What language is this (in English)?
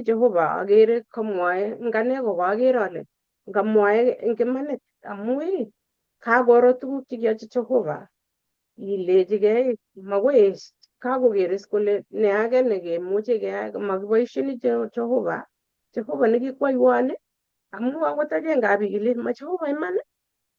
Kalenjin